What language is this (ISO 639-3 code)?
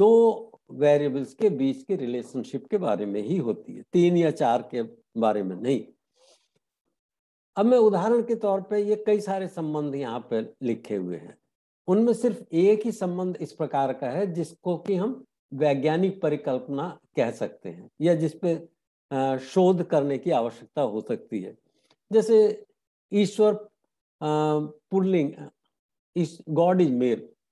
hin